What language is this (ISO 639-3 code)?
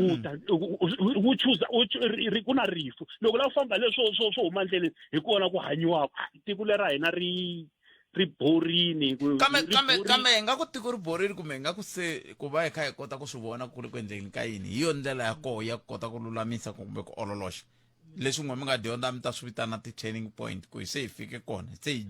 tso